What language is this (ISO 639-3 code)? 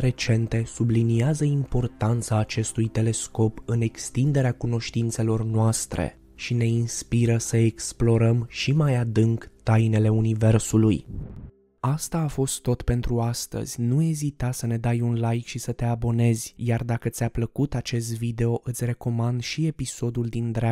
ron